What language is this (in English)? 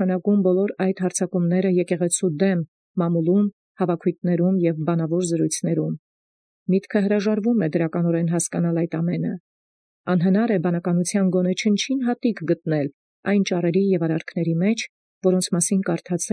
Armenian